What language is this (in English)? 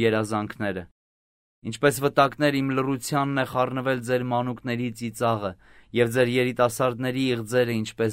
Armenian